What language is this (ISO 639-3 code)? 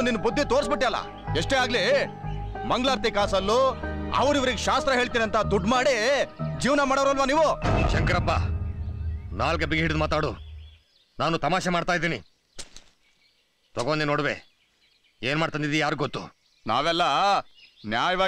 kan